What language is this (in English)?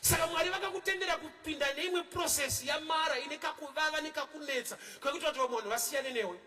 Shona